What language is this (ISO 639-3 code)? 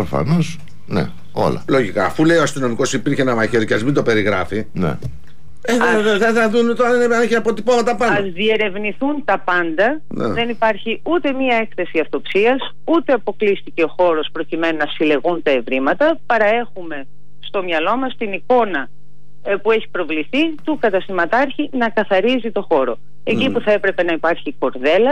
ell